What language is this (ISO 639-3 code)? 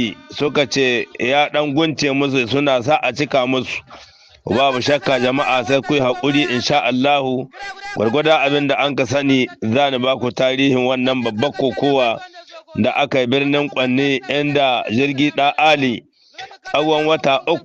hau